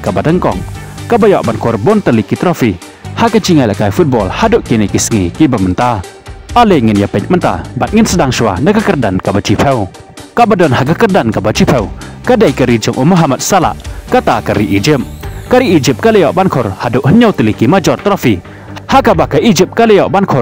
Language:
Khasi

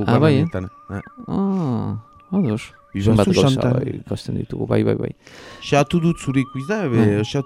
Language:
Basque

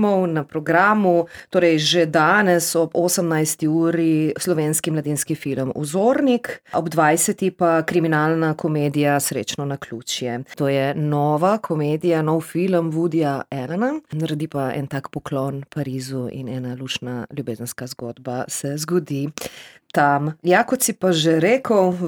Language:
Slovenian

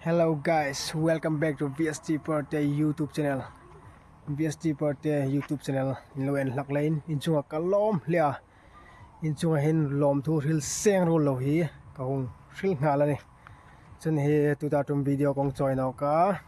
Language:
Hmar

